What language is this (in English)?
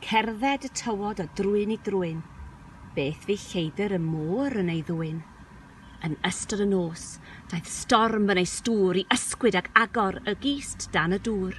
Welsh